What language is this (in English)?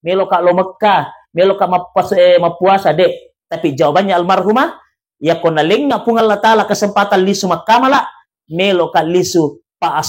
Buginese